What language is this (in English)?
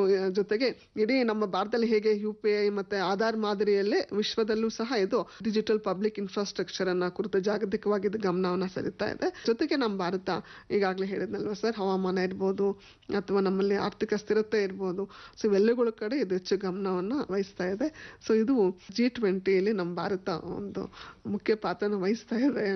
Kannada